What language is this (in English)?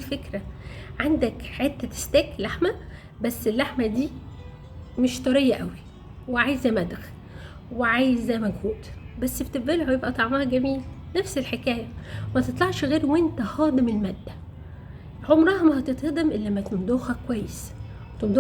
Egyptian Arabic